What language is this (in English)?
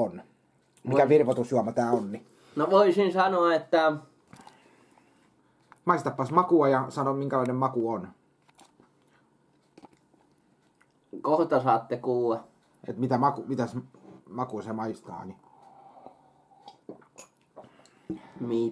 Finnish